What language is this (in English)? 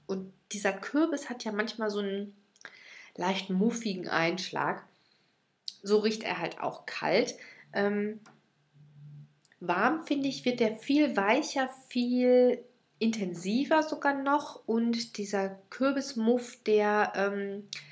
German